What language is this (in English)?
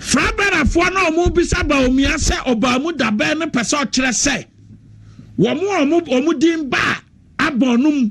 Akan